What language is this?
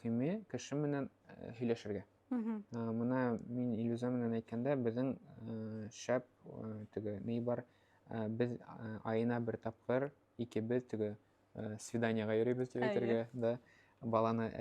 Bashkir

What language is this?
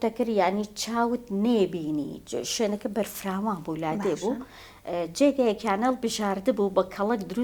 Central Kurdish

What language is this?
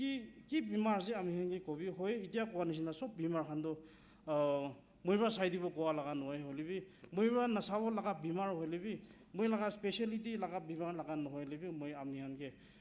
Naga Pidgin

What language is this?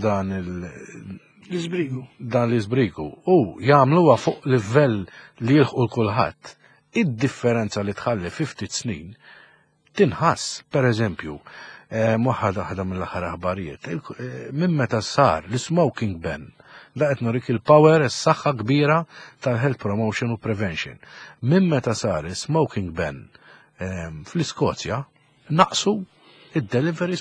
Maltese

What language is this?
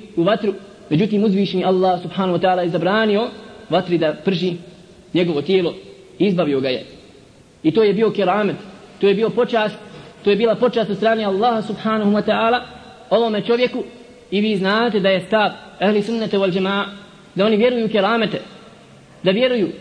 Bosnian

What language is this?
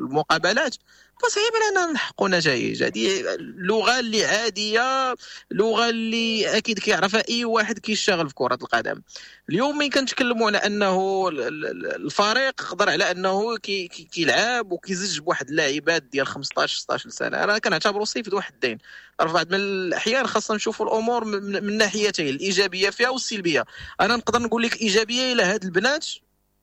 Moroccan Arabic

